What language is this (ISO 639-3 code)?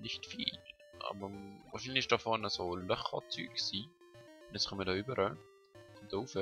gsw